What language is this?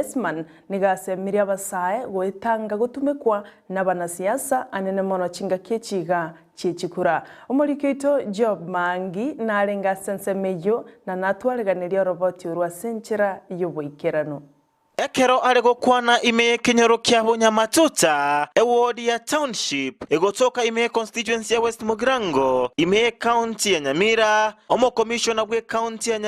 Gusii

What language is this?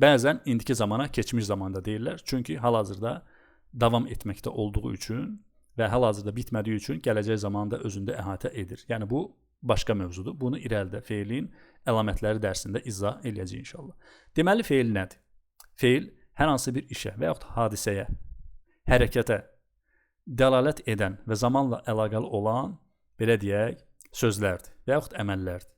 Azerbaijani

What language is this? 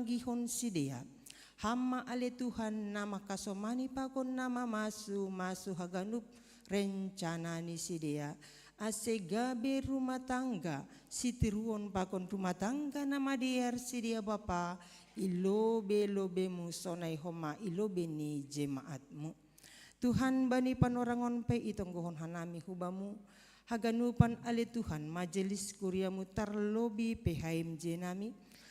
Batak Simalungun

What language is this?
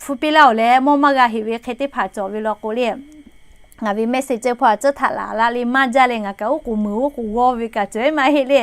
Lahu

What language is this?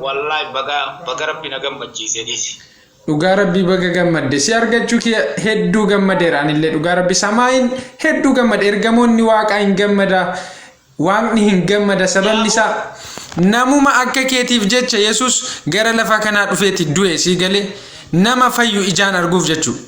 Oromo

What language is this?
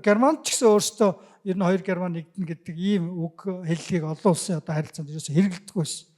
Mongolian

